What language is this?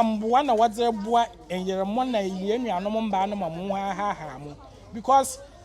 Akan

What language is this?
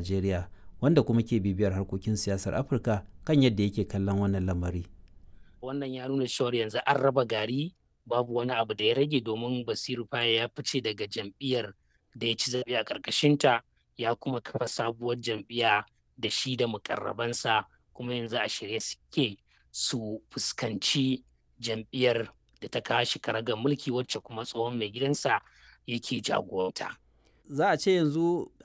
Hausa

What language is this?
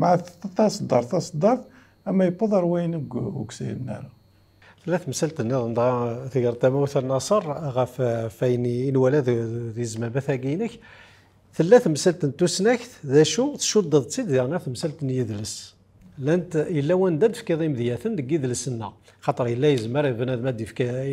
Kabyle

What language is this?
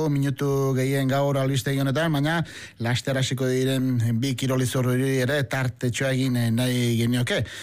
Basque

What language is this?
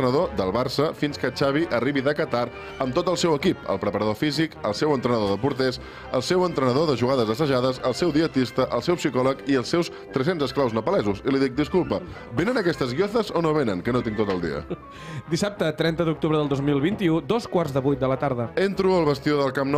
Catalan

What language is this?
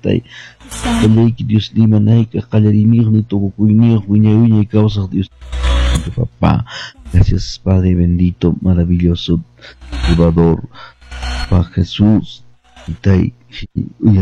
Quechua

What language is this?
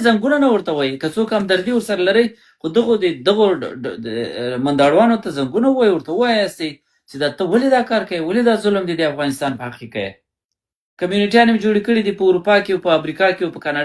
Pashto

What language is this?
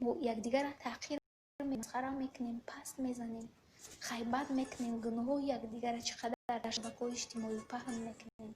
Tajik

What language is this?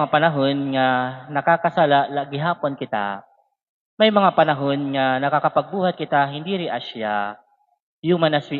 Waray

